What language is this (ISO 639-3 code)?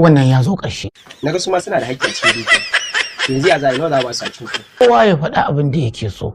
hau